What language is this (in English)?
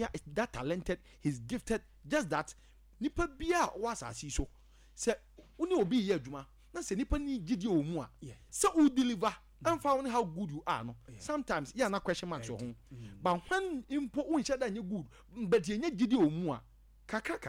Akan